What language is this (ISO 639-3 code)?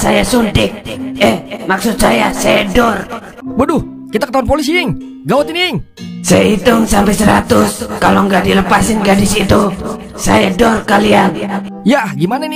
bew